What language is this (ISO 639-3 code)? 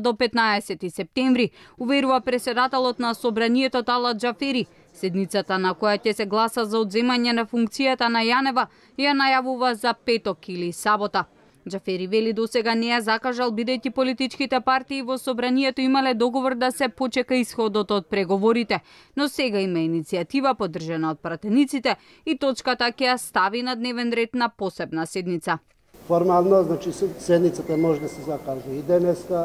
mkd